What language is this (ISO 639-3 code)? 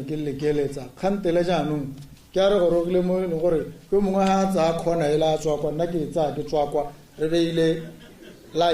tsn